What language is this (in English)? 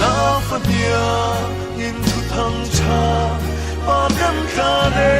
Falam Chin